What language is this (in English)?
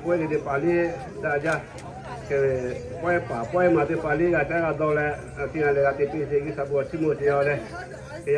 Lahu